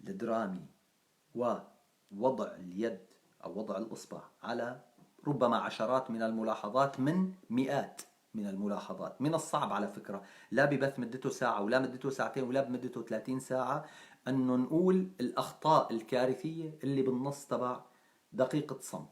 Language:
North Levantine Arabic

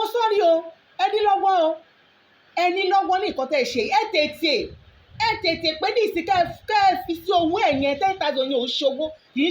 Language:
Yoruba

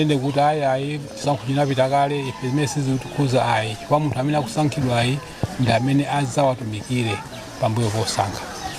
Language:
Nyanja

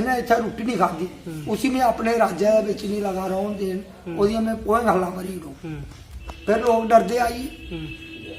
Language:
Dogri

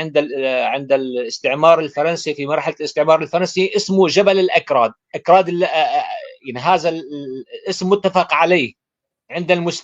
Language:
North Levantine Arabic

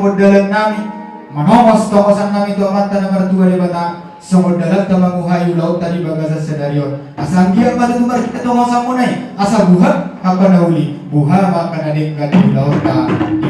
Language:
Batak Toba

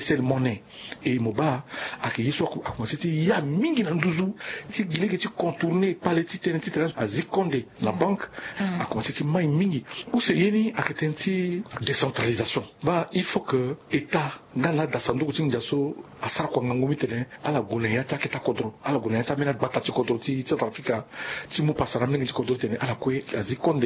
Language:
Sango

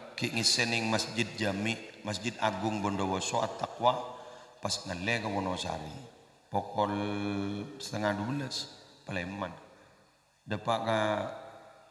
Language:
Madurese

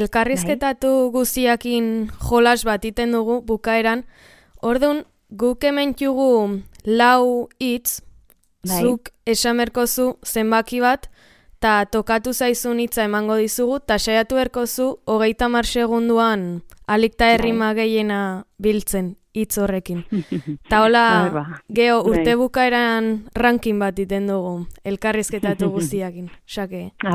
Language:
Basque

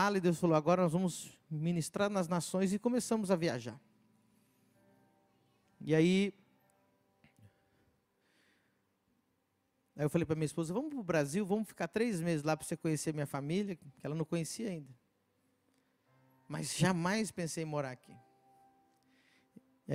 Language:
Portuguese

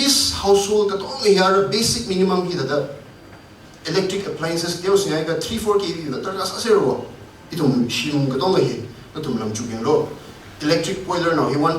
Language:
Tangkhul Naga (India)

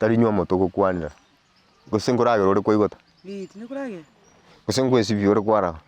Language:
Gusii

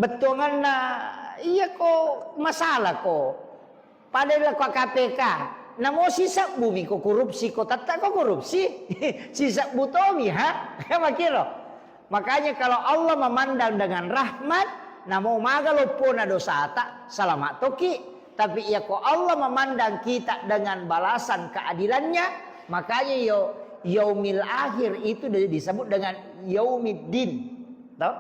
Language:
Buginese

